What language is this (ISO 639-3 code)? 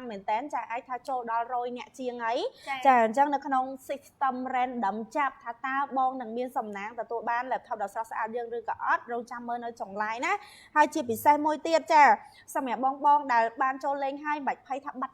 khm